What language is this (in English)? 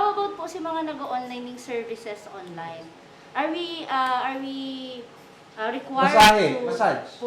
Bikol